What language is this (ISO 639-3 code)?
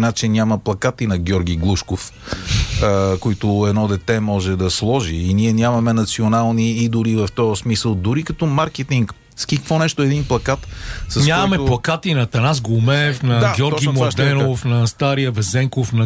bul